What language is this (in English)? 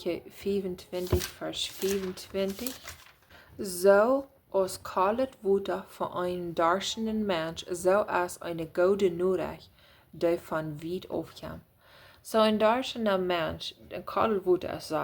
Plautdietsch